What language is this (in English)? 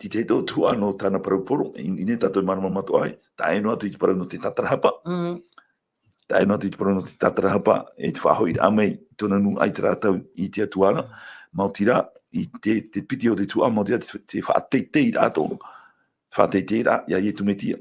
Tahitian